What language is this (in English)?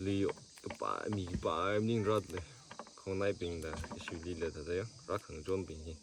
Tangkhul Naga (India)